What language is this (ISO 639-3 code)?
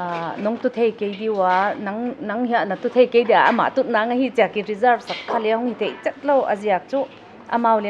pck